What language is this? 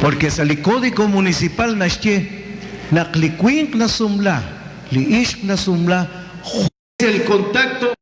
Kekchí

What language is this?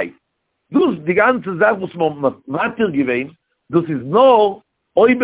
Yiddish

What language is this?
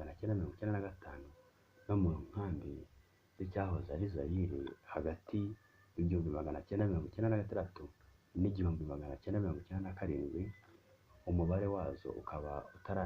Kinyarwanda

